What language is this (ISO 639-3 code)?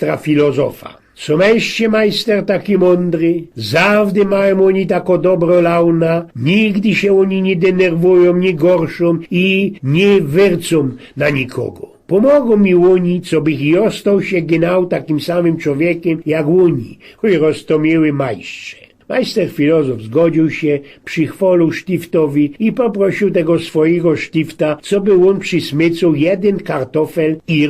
szl